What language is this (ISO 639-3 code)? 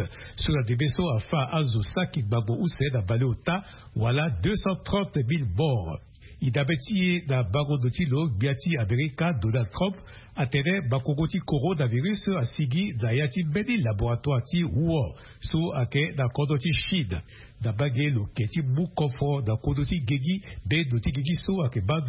sag